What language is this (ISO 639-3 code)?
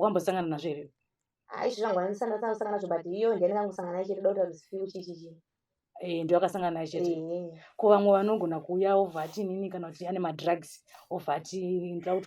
sna